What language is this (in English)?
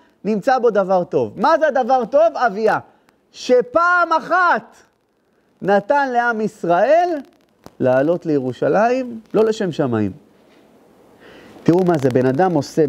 Hebrew